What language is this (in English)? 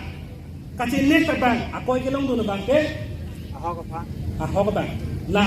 Karbi